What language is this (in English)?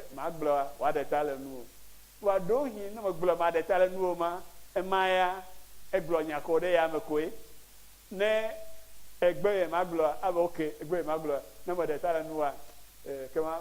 Ewe